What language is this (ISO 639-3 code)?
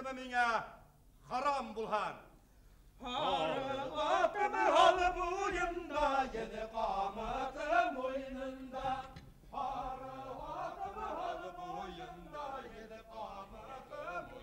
bak